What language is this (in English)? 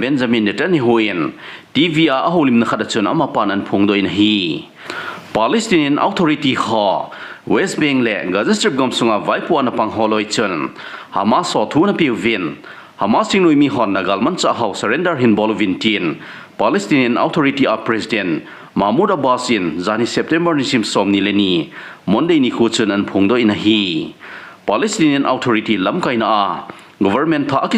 Thado Chin